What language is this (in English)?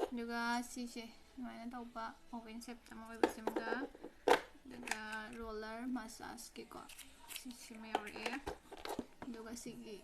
Manipuri